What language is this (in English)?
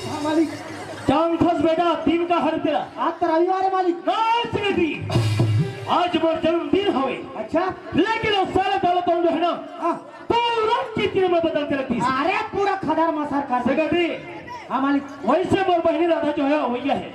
Chhattisgarhi